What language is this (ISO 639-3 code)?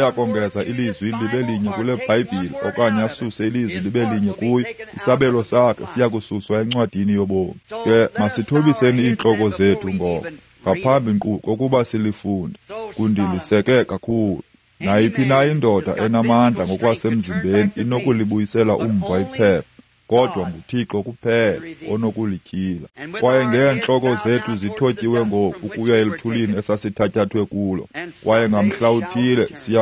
xho